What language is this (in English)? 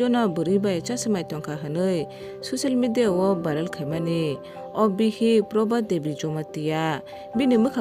Kok Borok